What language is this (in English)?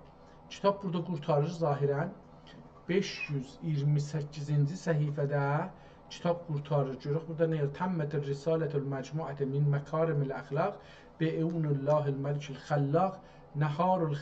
South Azerbaijani